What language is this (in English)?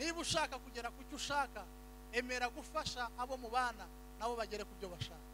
Kinyarwanda